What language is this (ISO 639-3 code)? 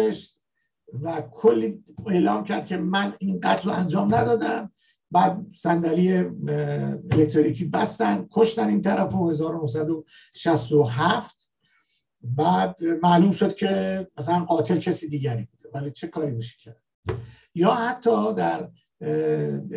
fas